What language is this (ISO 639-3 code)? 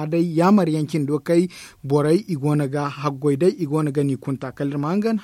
dje